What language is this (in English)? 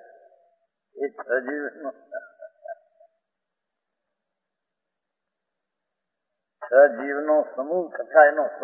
Gujarati